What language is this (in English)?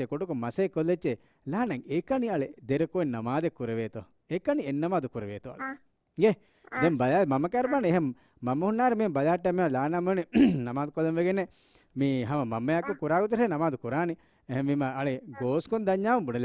Divehi